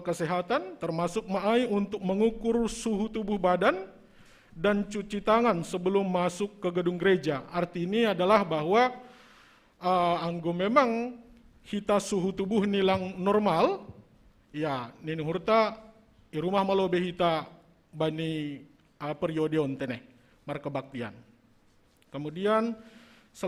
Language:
Batak Simalungun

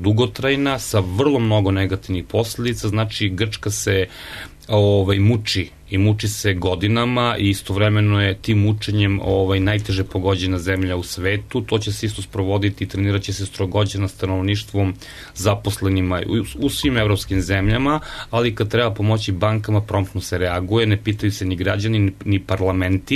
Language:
Serbian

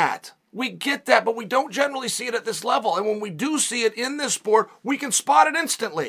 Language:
English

